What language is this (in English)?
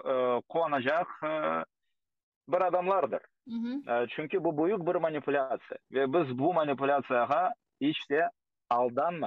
Crimean Tatar